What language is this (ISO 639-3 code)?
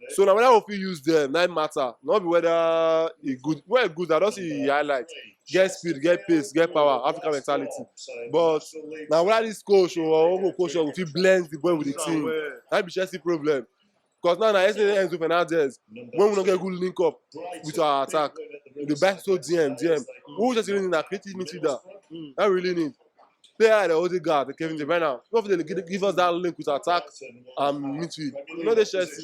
pcm